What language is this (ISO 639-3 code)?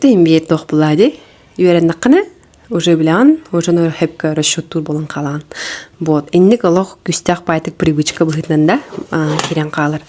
sah